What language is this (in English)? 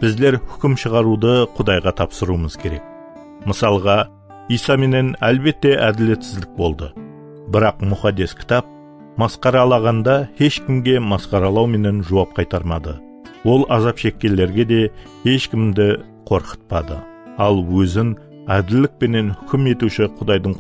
Kara-Kalpak